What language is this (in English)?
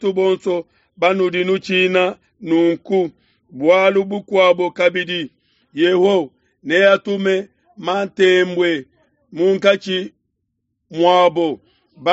Luba-Lulua